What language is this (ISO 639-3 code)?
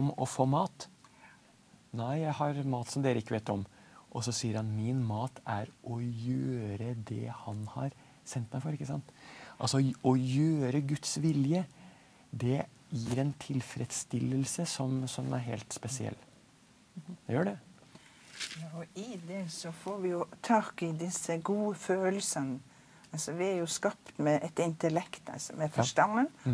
nor